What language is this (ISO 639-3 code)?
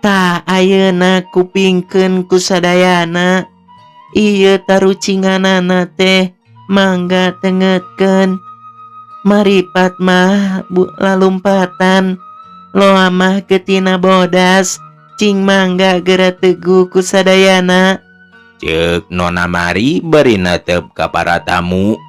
sun